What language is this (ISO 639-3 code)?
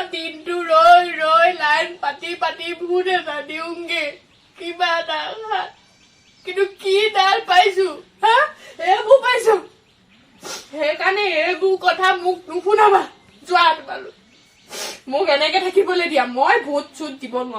asm